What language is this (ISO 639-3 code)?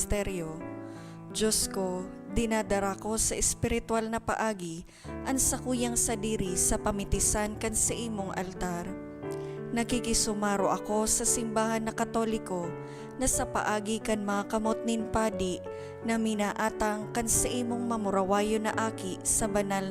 bik